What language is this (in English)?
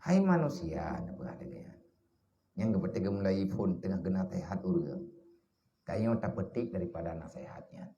Achinese